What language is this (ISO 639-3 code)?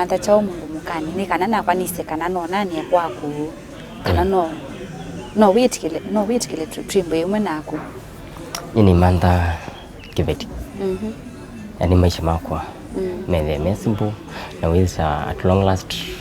kam